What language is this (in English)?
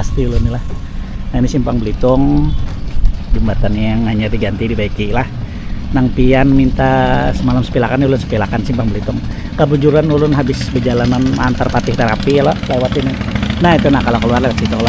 Banjar